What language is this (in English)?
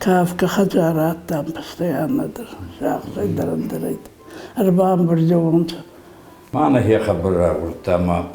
Ossetic